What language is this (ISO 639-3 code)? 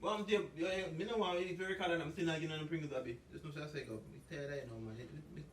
jam